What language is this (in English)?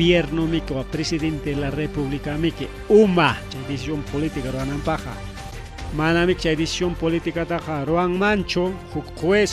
Ayacucho Quechua